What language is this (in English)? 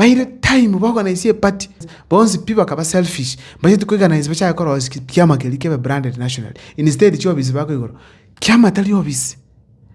Gusii